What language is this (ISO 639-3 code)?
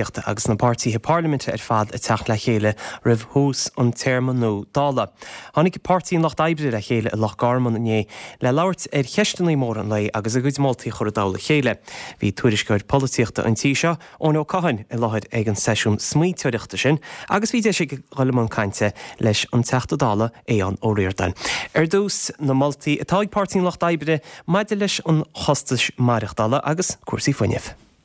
gle